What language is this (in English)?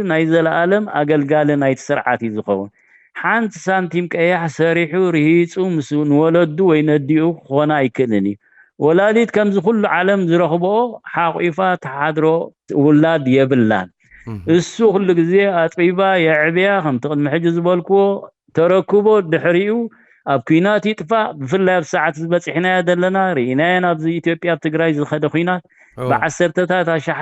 Tigrinya